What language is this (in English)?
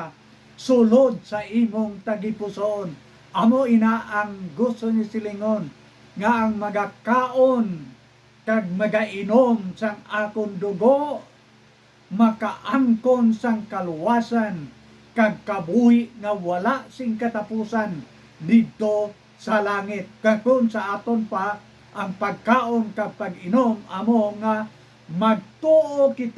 Hiligaynon